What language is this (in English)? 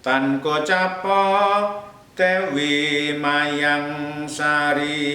Javanese